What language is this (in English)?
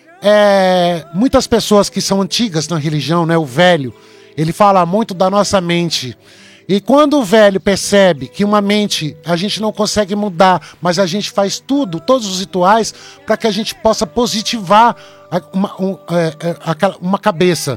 Portuguese